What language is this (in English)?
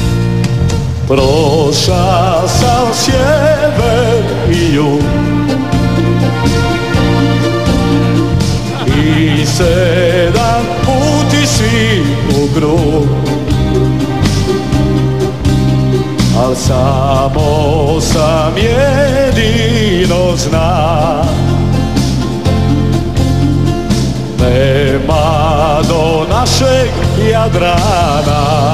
Croatian